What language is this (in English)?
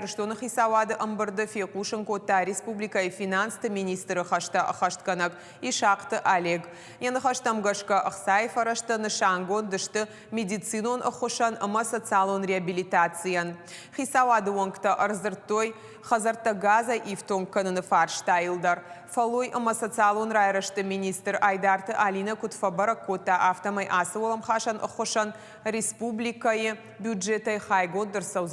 Ossetic